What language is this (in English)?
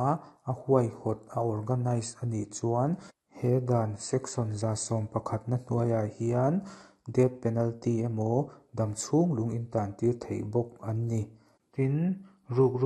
Mizo